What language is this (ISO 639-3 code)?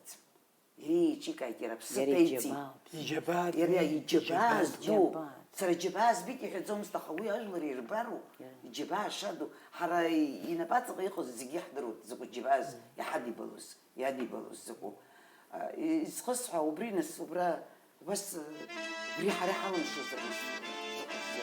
abk